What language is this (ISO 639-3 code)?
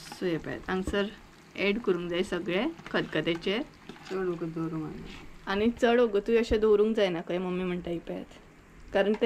kok